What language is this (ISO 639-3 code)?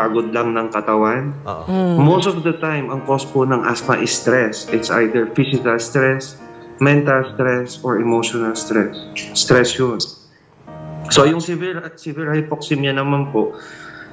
fil